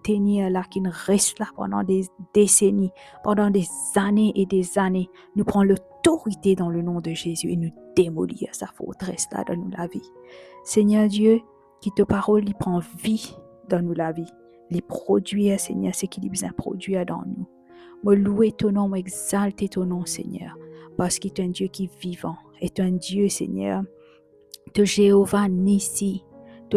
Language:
Morisyen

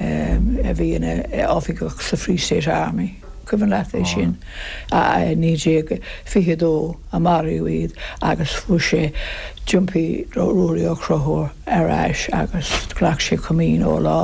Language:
Irish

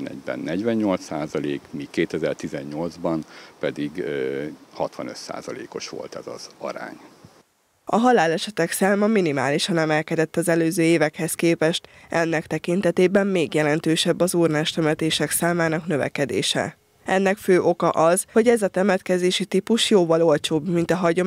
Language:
Hungarian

